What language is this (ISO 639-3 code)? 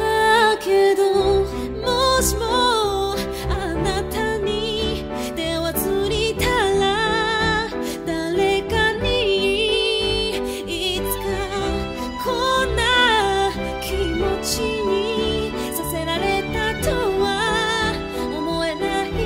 jpn